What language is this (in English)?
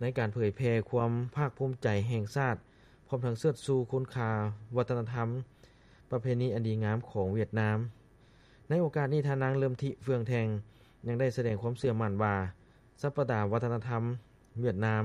Lao